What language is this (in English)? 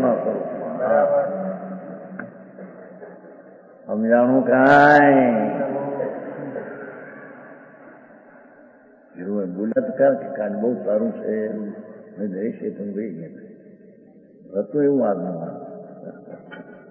Gujarati